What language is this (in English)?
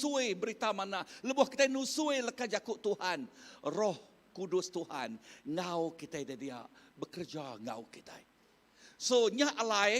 Iban